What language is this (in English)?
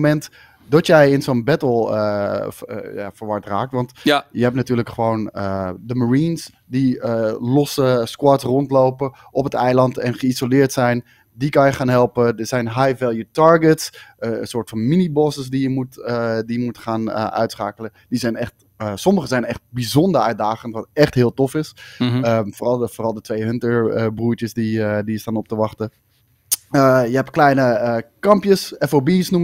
Dutch